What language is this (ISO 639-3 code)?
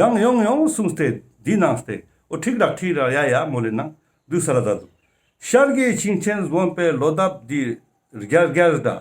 lbj